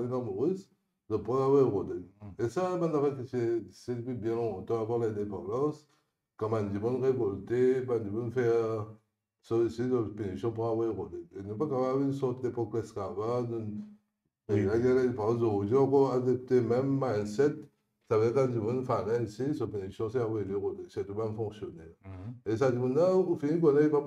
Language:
Morisyen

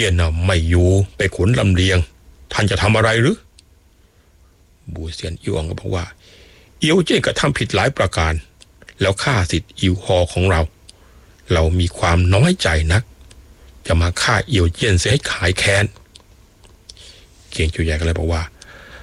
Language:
Thai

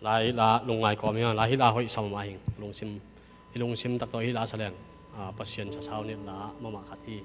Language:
Tedim Chin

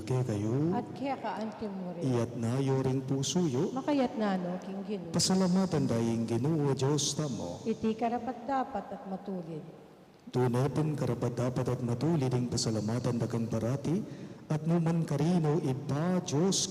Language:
Pampanga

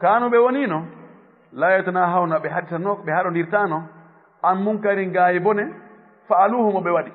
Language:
Fula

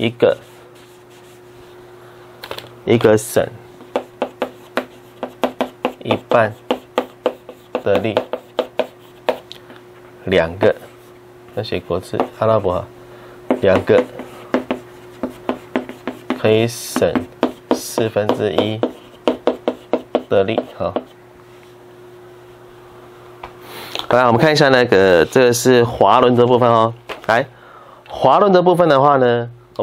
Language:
Chinese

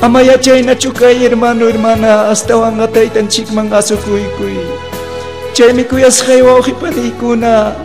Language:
Ayacucho Quechua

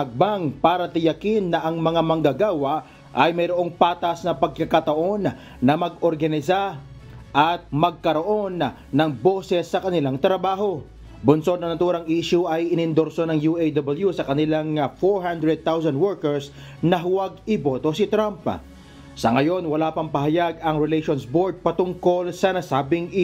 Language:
Filipino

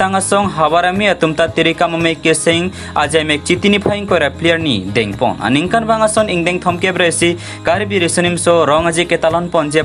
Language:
Karbi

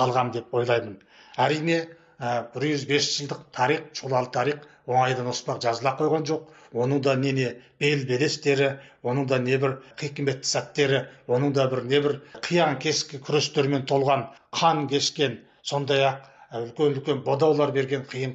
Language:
Kazakh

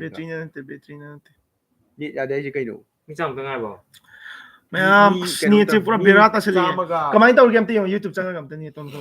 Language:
Manipuri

